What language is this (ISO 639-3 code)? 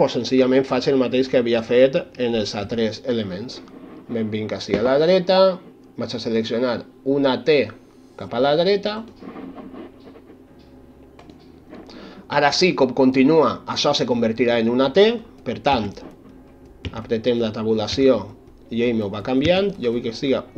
cat